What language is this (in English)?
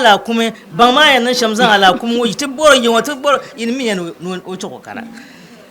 Dagbani